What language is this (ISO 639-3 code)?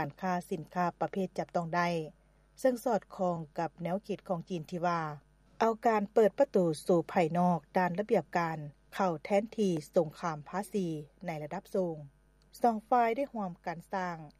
lao